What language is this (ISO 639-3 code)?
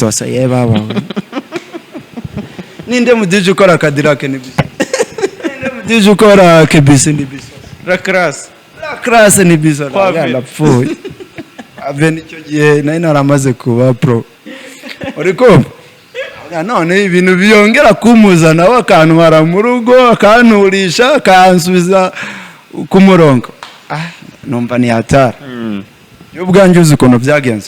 kin